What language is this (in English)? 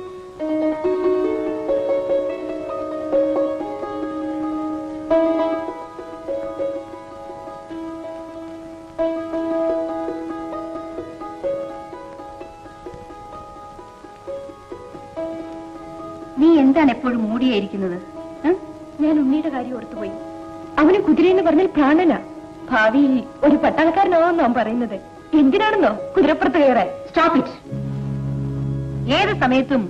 Malayalam